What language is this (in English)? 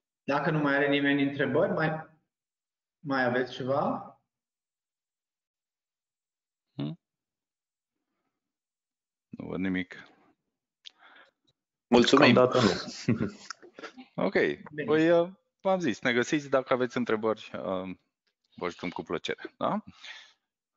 Romanian